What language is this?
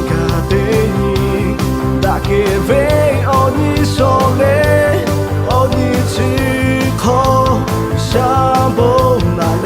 Lahu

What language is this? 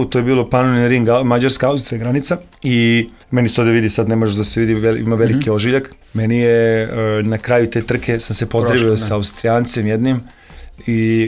Serbian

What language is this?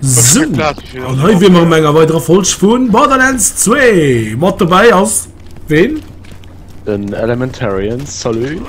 Luxembourgish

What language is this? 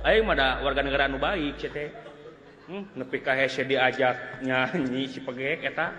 Sundanese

